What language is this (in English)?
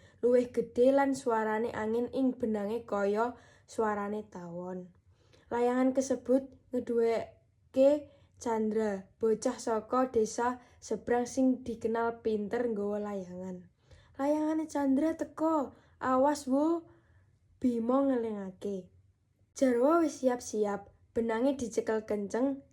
Javanese